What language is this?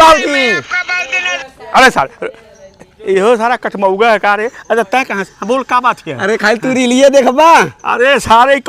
Bhojpuri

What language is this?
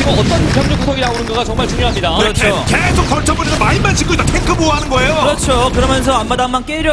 Korean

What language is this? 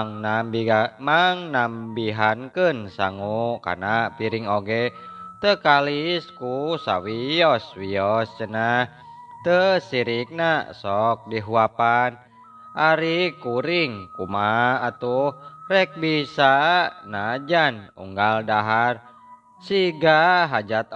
Sundanese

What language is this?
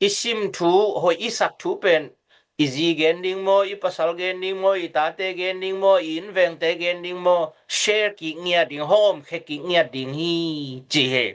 Tedim Chin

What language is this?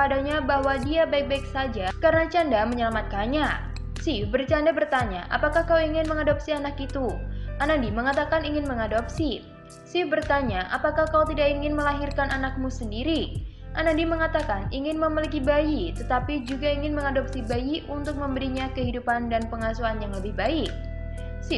Indonesian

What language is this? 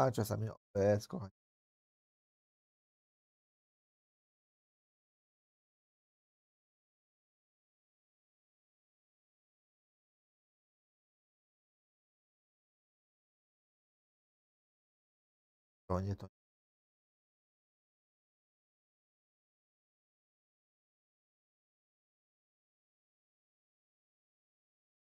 Polish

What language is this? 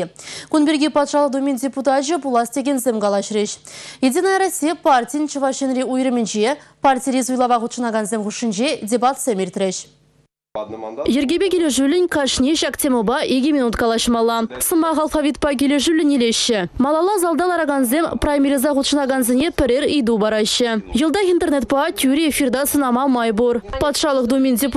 Chuvash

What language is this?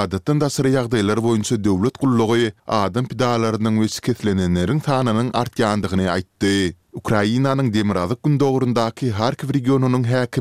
Turkmen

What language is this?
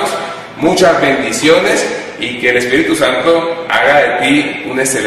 Spanish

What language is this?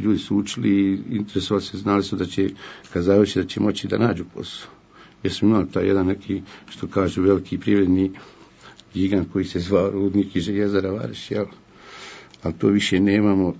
Bosnian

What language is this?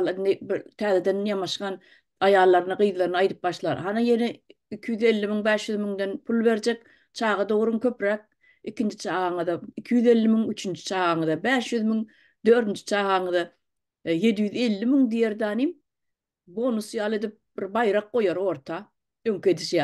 Turkmen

